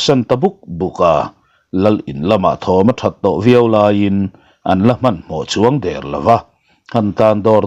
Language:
Mizo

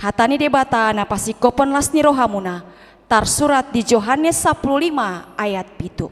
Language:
Batak Toba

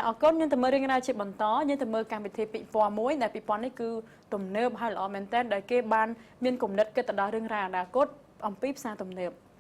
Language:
Khmer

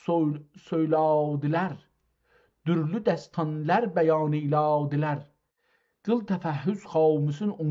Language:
South Azerbaijani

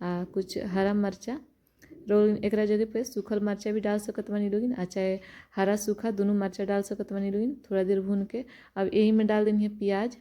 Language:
Bhojpuri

